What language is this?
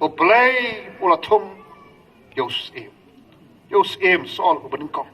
Khasi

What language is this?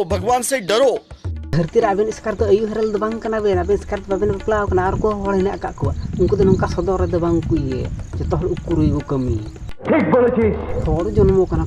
Santali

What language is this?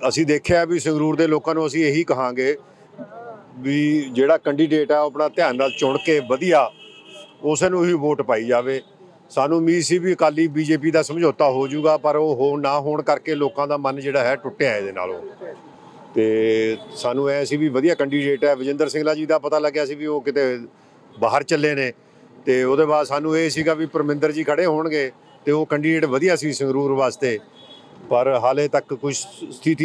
Punjabi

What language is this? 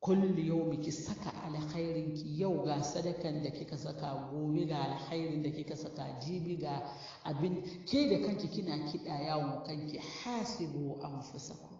Hausa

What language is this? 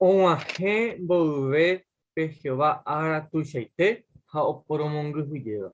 Guarani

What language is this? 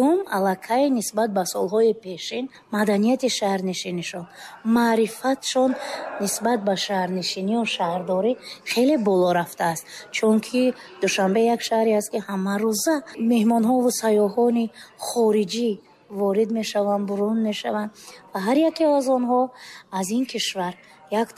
Tajik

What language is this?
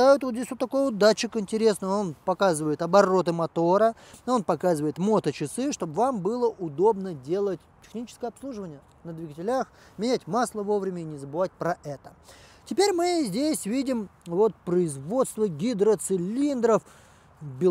Russian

